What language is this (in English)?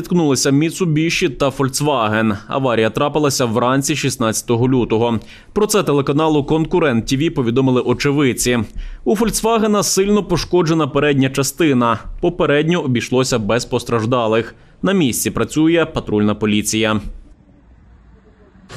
Ukrainian